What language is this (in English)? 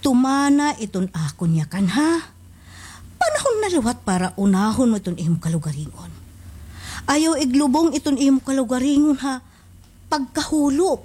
Waray